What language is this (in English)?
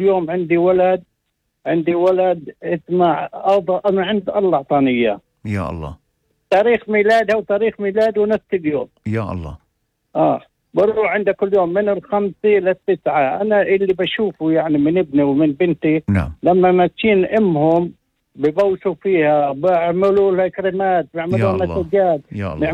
North Levantine Arabic